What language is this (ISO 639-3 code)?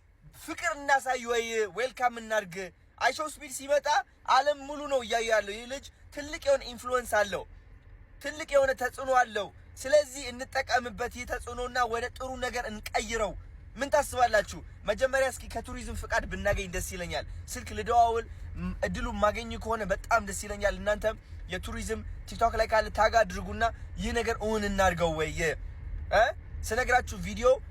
amh